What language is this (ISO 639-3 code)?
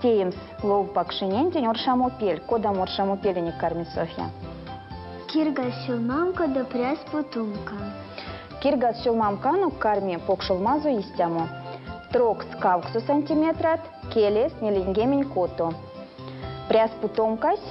myv